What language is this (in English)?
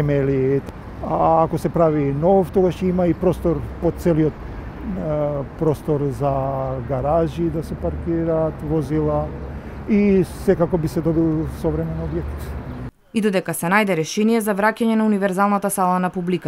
Macedonian